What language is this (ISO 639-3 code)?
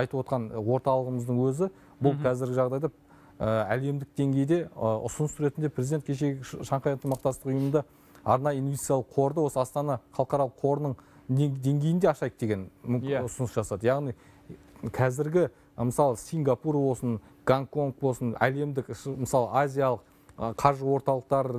kaz